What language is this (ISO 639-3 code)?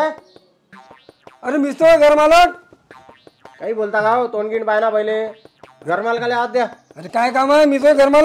mar